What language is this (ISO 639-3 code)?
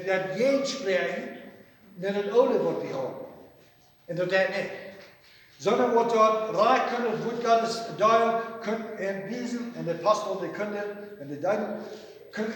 pdt